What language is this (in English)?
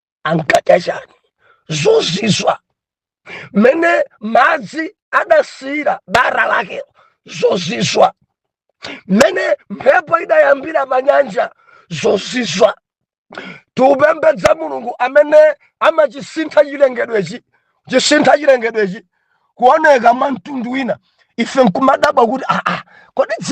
Nyanja